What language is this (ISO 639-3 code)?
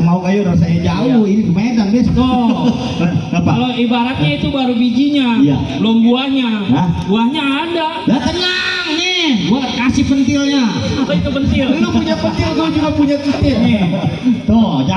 bew